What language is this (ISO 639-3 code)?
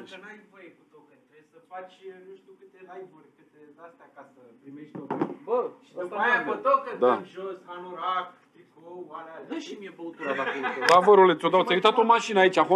ron